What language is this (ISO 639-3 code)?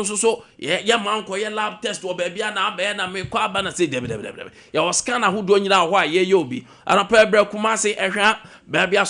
aka